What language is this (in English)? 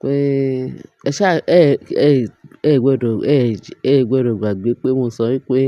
Yoruba